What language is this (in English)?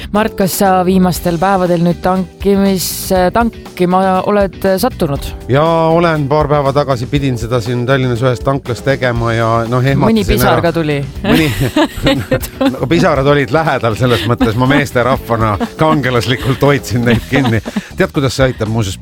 Estonian